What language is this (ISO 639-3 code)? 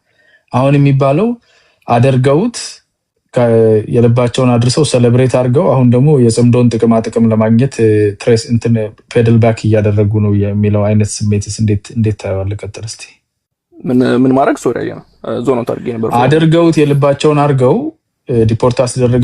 amh